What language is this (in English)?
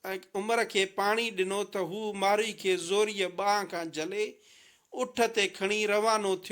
Sindhi